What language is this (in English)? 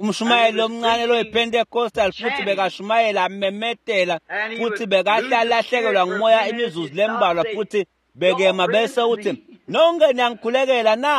Swati